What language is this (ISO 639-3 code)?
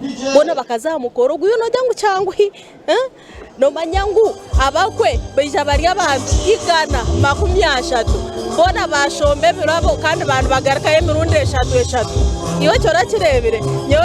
nyn